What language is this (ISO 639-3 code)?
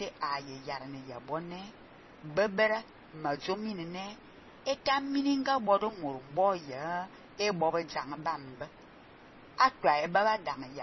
fan